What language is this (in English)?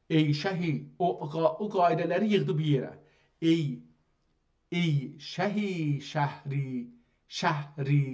South Azerbaijani